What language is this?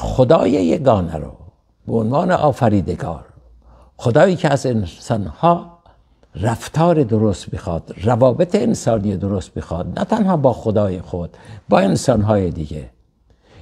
Persian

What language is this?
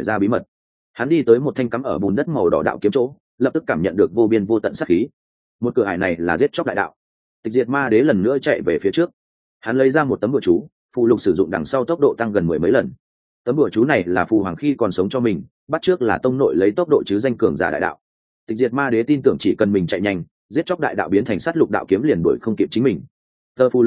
Vietnamese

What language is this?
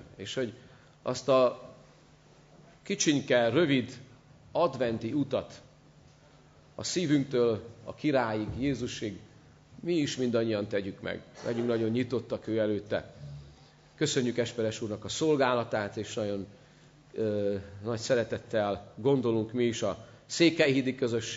Hungarian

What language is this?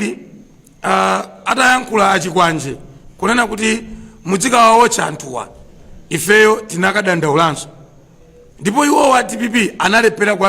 Nyanja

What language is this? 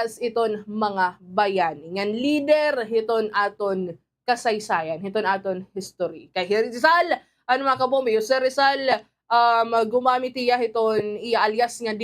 Waray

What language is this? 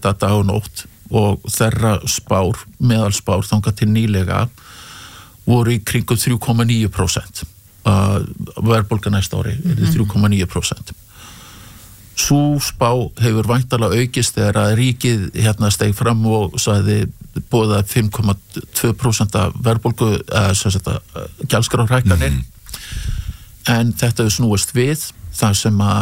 Icelandic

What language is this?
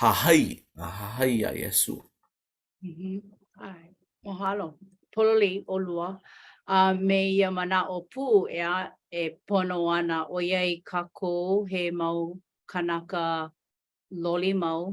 Hawaiian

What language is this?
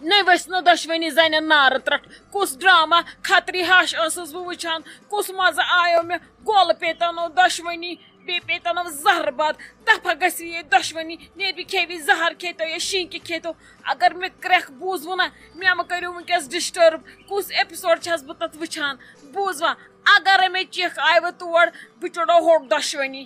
Kashmiri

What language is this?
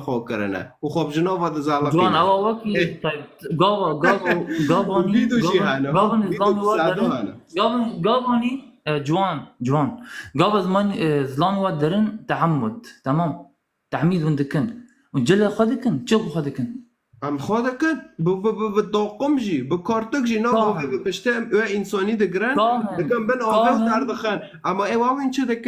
Kurdish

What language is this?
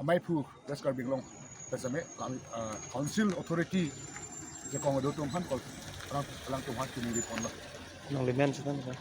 Karbi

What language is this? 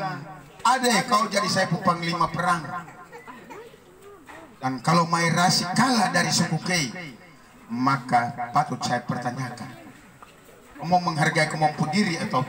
Indonesian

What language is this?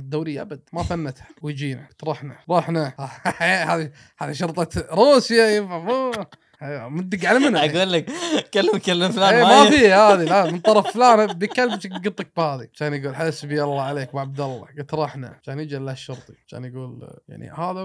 Gulf Arabic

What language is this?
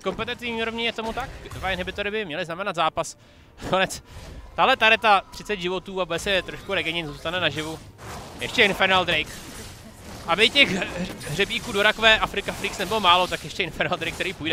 Czech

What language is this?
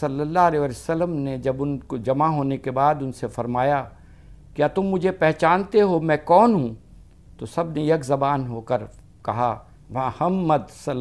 Urdu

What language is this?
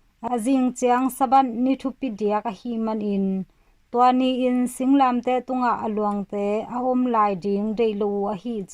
Tedim Chin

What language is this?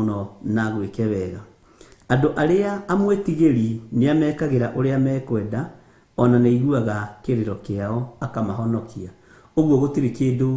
Kikuyu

